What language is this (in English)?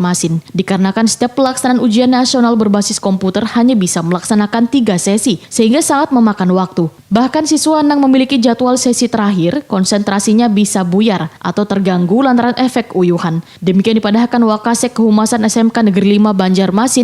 Banjar